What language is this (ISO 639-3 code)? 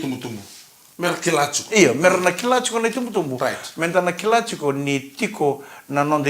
fij